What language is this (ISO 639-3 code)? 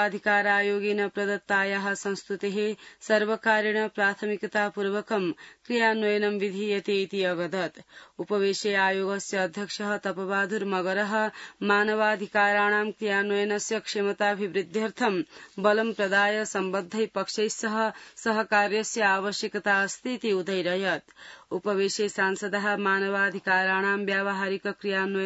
san